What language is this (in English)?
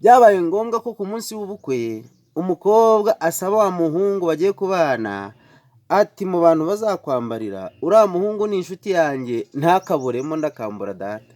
Kinyarwanda